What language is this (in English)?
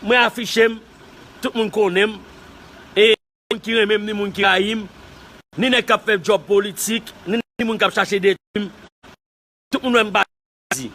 Haitian Creole